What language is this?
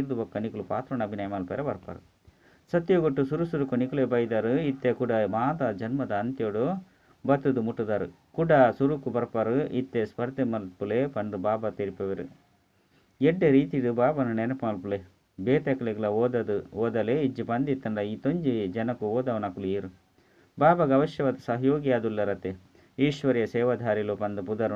Tulu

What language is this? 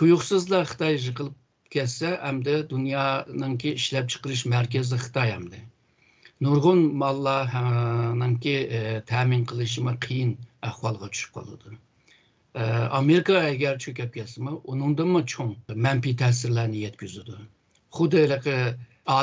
Uyghur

